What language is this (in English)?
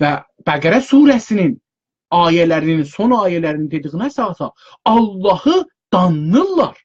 South Azerbaijani